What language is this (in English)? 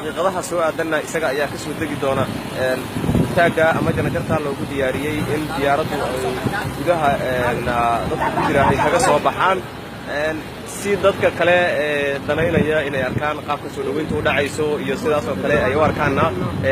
Somali